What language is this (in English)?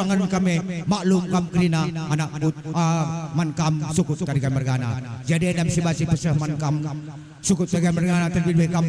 Batak Karo